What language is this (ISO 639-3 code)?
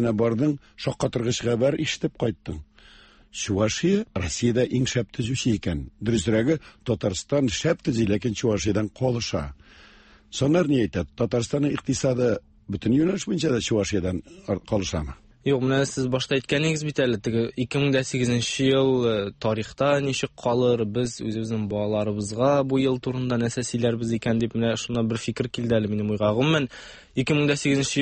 tat